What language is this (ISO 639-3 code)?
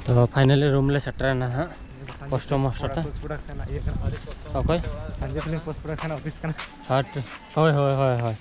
sat